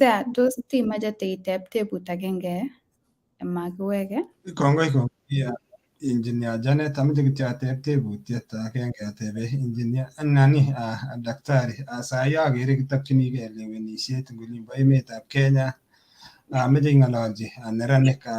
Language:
Kalenjin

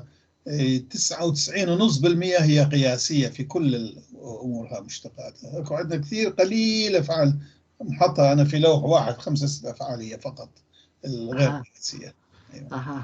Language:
North Levantine Arabic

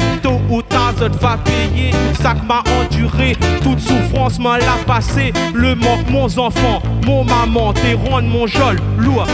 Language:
Réunion Creole French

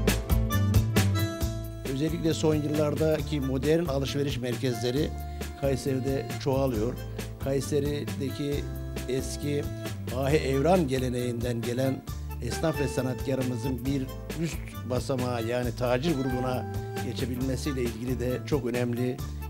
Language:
Turkish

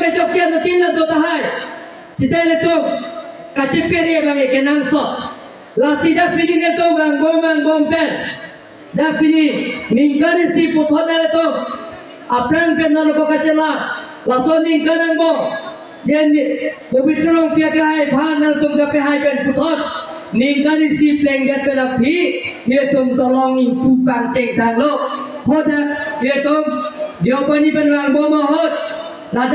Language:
Karbi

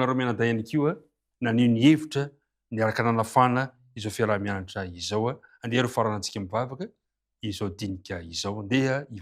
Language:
Malagasy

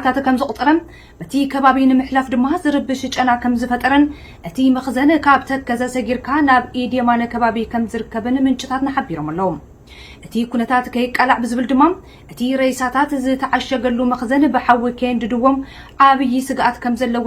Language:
Tigrinya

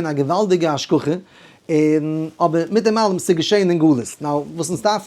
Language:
Yiddish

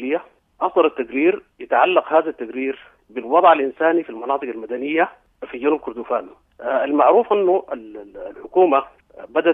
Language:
Sudanese Arabic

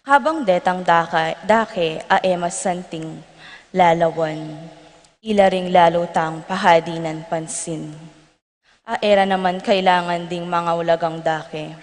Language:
Pampanga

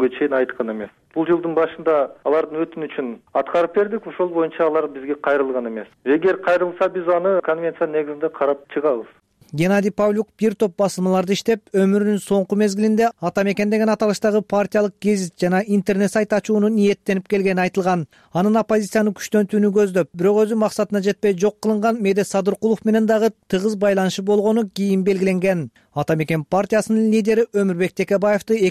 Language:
Kyrgyz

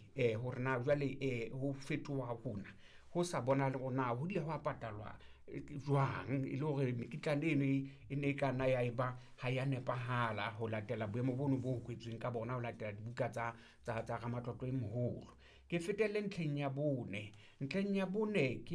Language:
Southern Sotho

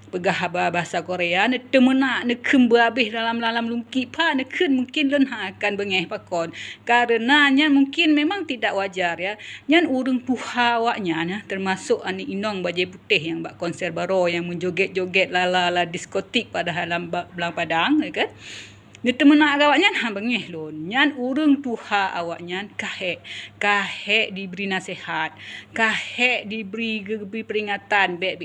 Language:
Achinese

